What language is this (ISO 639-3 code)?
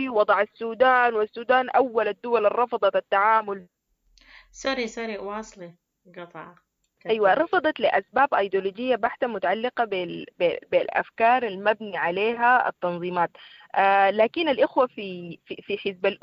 apd